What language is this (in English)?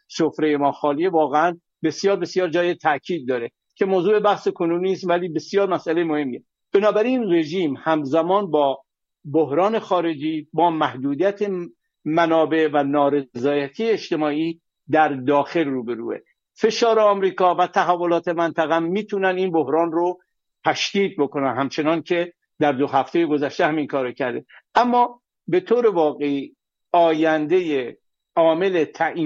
Persian